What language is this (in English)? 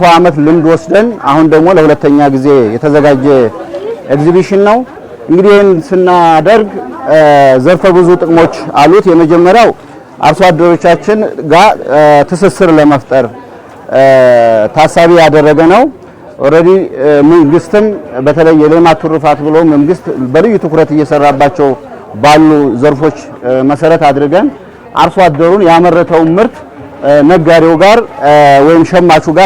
Amharic